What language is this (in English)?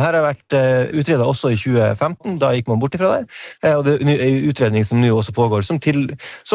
Norwegian